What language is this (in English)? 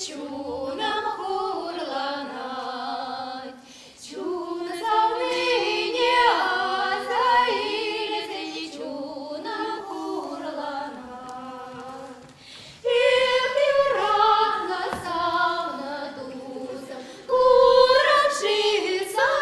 Chuvash